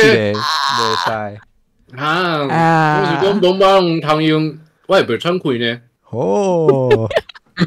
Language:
Min Nan Chinese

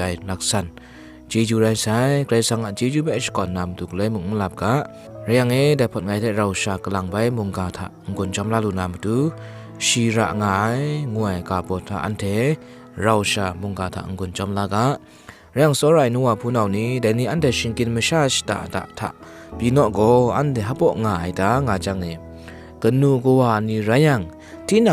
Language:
Kachin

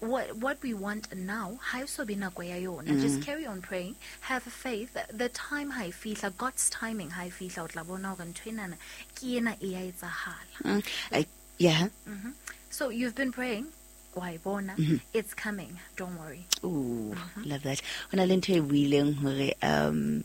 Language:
Southern Sotho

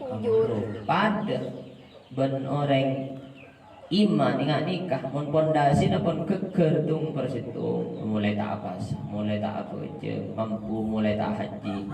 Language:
Madurese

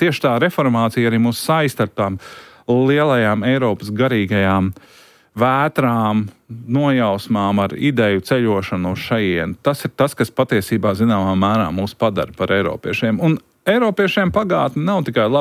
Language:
Latvian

